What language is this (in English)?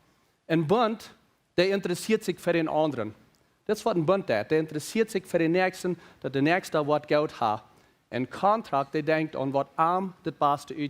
Plautdietsch